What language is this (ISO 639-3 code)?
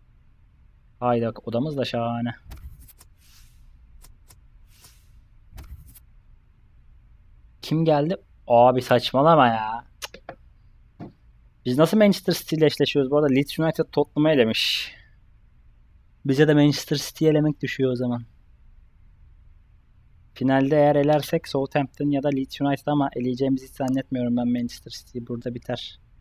tur